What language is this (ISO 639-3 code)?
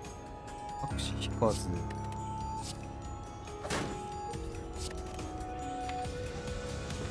jpn